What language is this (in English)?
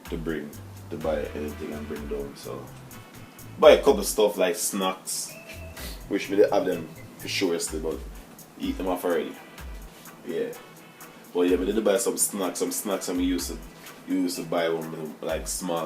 Jamaican Creole English